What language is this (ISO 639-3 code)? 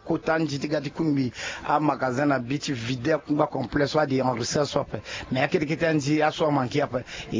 sag